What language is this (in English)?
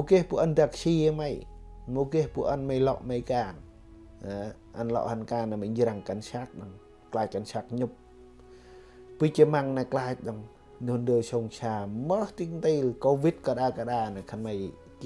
Central Mnong